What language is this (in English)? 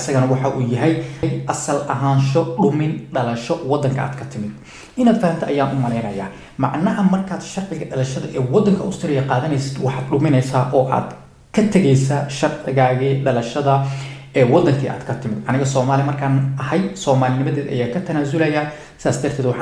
Somali